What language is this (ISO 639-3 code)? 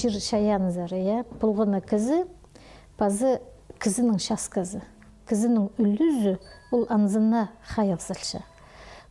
kjh